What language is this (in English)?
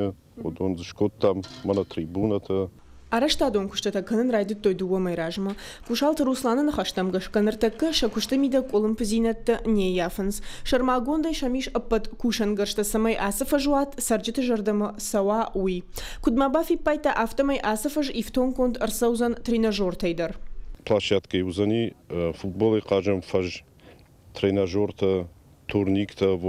Ossetic